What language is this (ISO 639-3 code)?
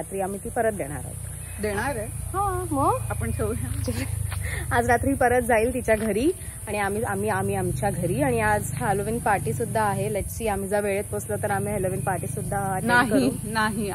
mar